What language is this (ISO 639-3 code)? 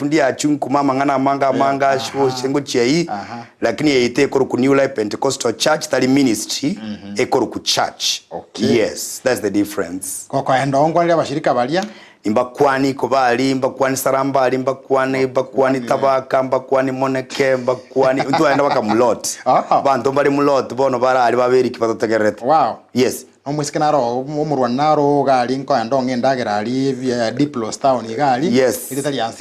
guz